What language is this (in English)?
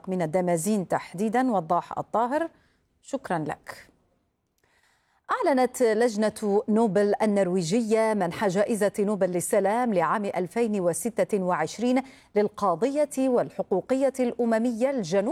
Arabic